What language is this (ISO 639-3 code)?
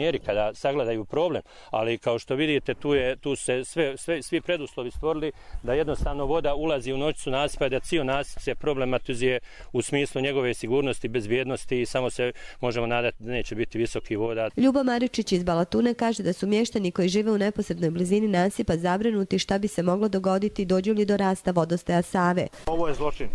hrv